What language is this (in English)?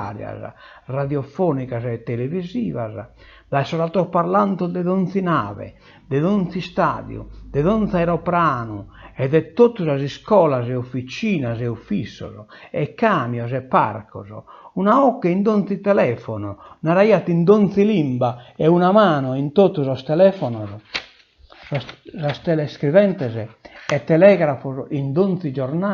Sardinian